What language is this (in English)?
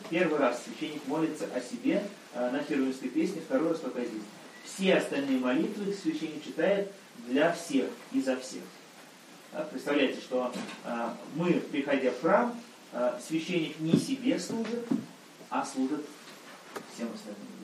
Russian